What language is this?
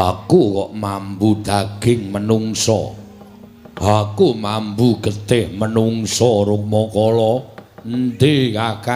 Javanese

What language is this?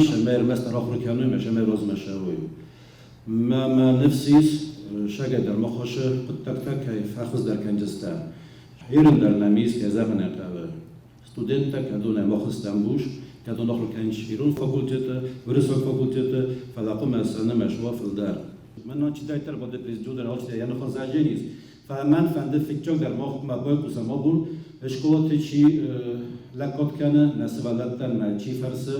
Ossetic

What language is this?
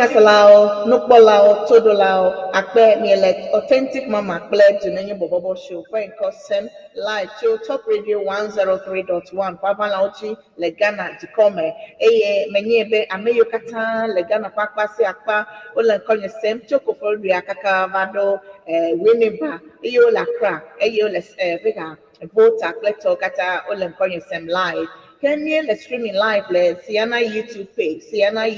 Ewe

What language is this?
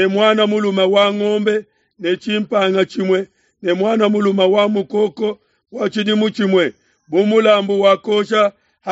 Luba-Lulua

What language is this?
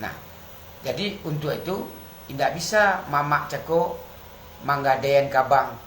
Minangkabau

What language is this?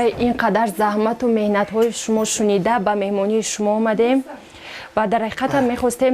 Tajik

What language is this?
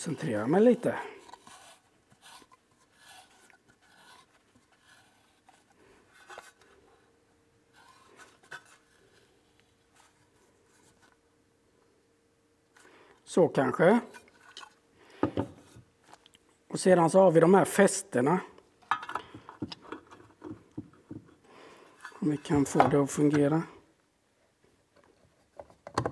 Swedish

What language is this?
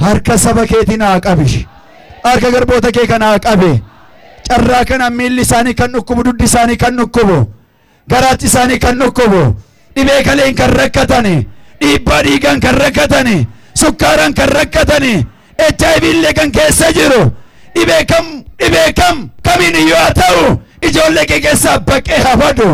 Oromo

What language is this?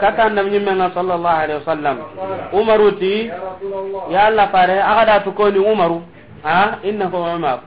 Soninke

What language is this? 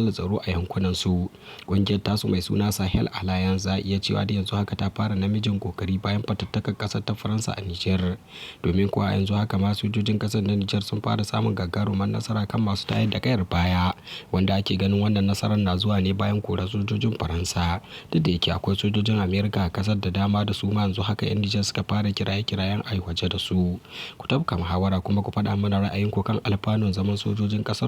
Hausa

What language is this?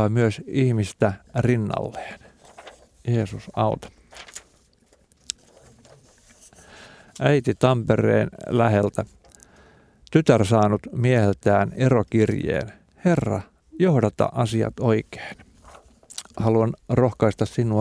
Finnish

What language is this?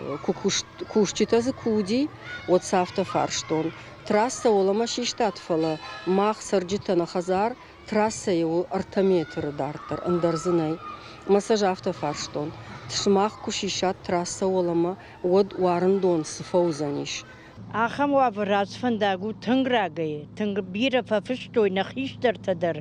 Ossetic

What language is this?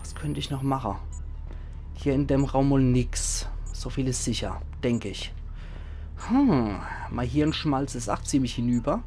Palatine German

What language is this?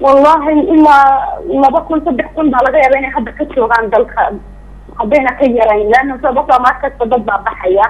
Somali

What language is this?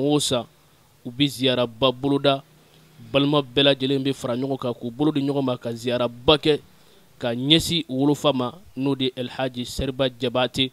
Bambara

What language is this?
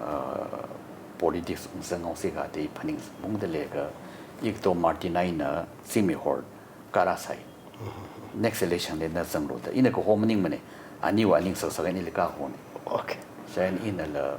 Tangkhul Naga (India)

